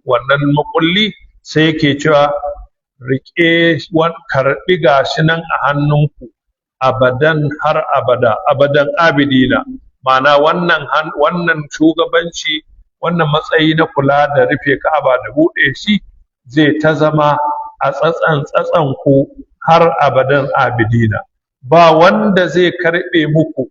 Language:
Hausa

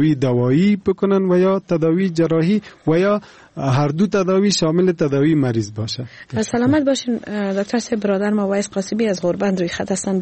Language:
Persian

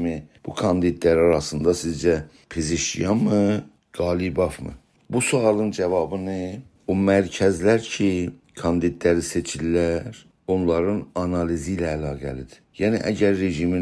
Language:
South Azerbaijani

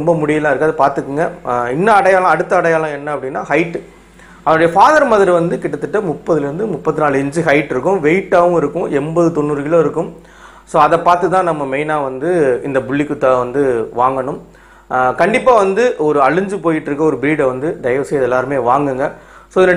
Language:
Tamil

